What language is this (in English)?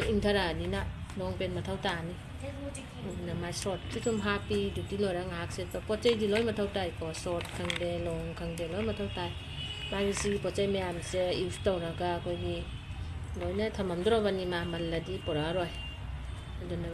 Manipuri